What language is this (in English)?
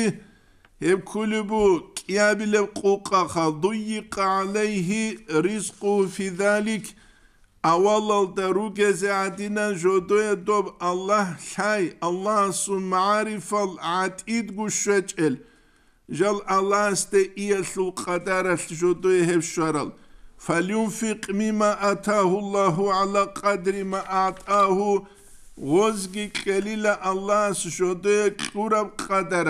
Avaric